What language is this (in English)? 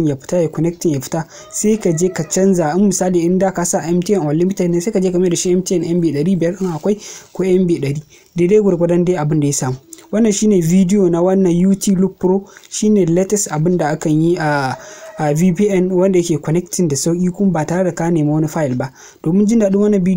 Hausa